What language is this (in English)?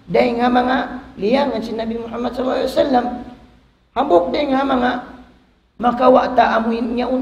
Tausug